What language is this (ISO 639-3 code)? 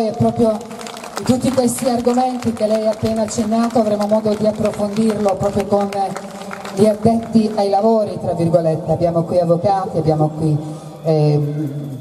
ita